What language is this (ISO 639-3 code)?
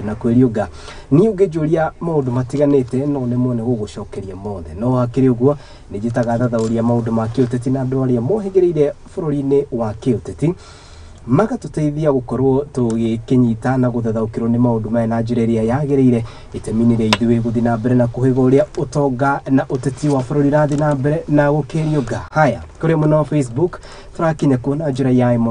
kik